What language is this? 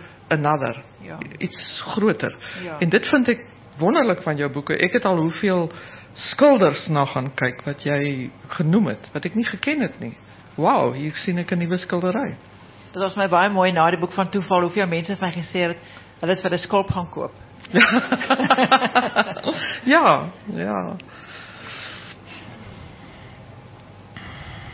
Afrikaans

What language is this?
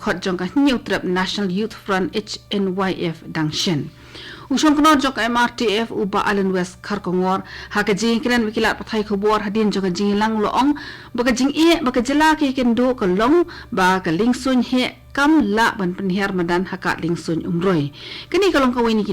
Khasi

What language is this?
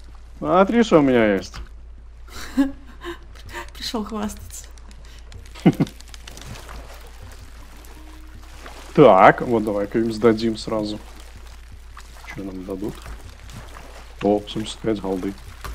Russian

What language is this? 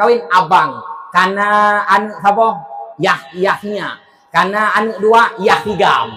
Achinese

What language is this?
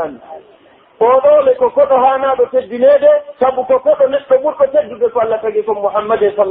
Pular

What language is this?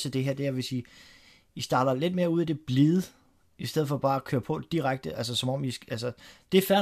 Danish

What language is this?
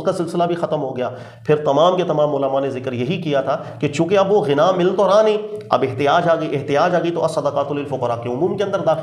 Urdu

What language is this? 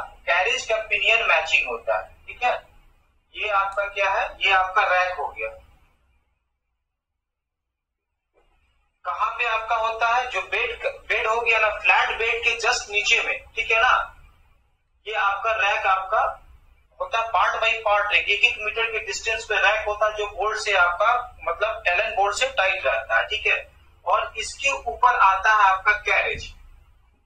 Hindi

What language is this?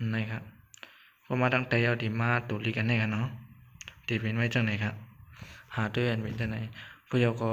Shan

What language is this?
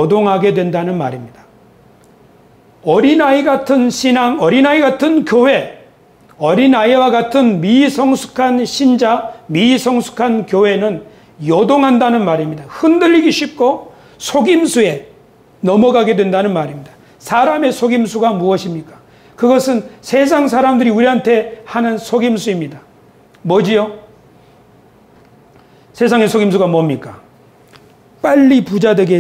Korean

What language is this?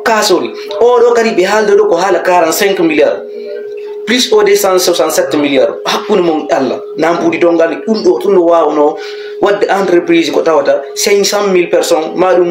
Fula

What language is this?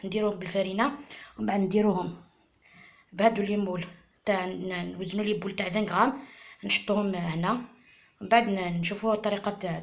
Algerian Arabic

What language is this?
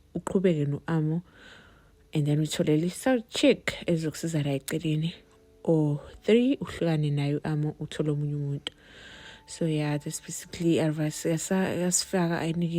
Zulu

